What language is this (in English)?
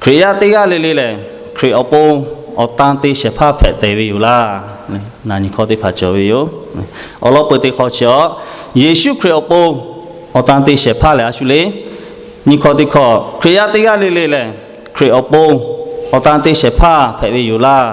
Lahu